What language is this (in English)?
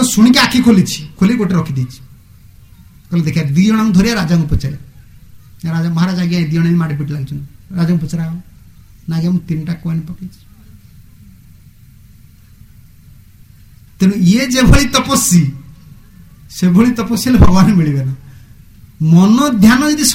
Odia